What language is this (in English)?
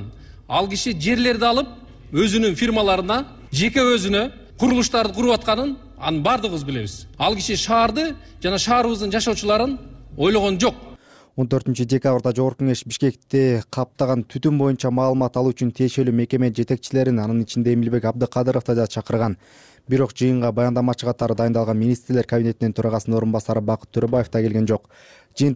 Kyrgyz